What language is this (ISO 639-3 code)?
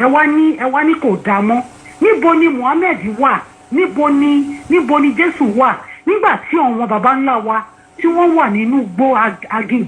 yor